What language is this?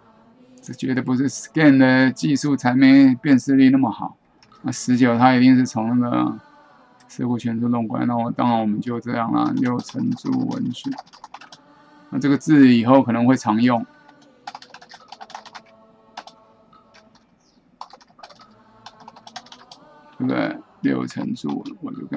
Chinese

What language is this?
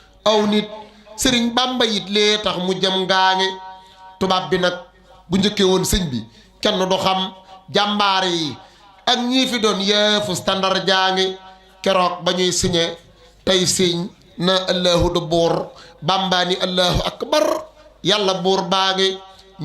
Wolof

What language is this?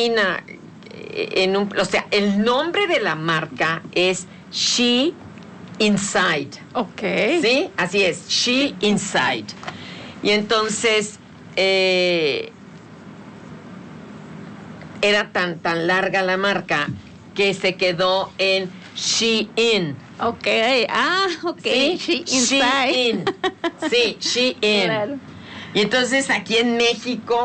Spanish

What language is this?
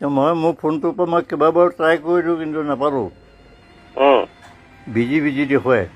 Assamese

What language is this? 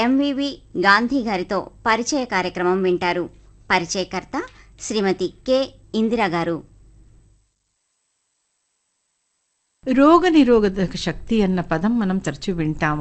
Telugu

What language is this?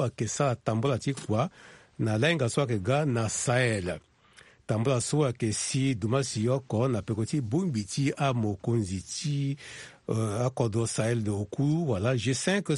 Sango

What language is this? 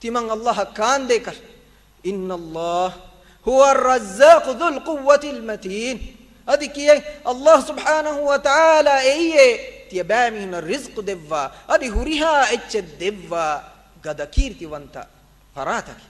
Divehi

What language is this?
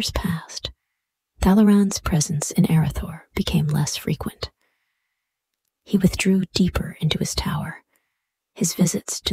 English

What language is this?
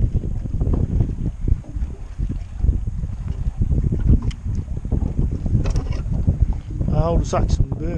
Swedish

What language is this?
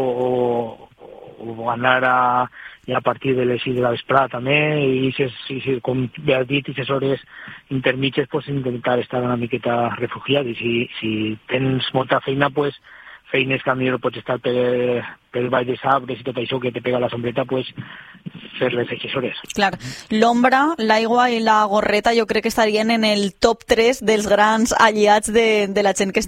Catalan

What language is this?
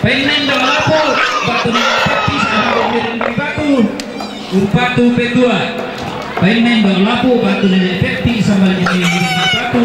Toraja-Sa'dan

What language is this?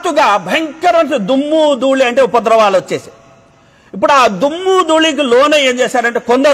Telugu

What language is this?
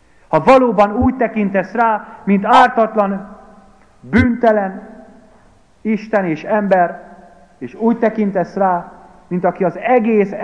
Hungarian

